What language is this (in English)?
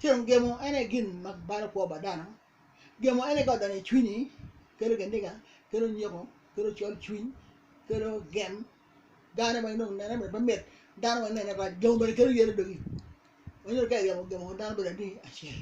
Acoli